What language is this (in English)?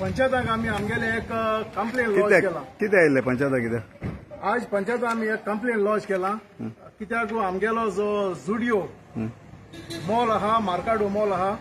Konkani